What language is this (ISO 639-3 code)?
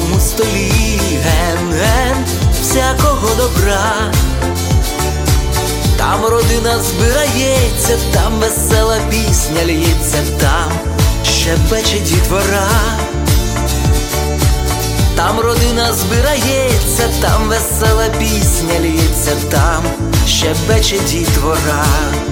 ukr